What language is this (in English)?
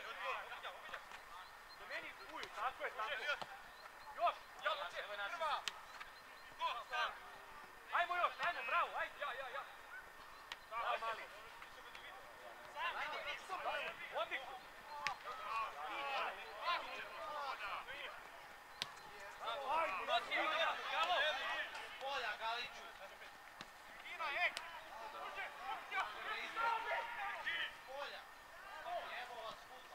Serbian